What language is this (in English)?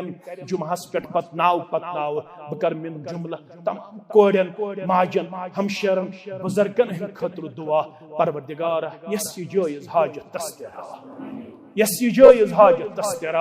Kashmiri